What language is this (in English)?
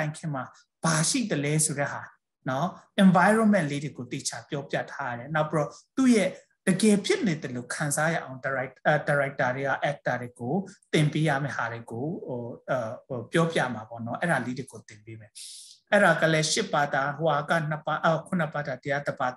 Burmese